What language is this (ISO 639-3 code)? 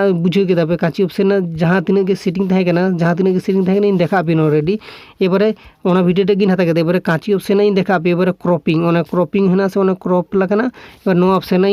sat